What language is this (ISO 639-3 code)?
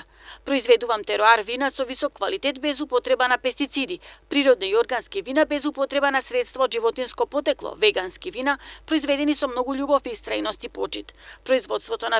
mkd